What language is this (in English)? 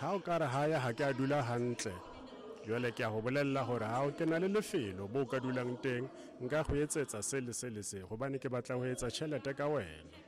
Southern Sotho